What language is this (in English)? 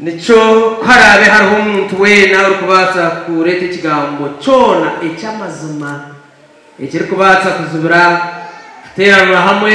Nyankole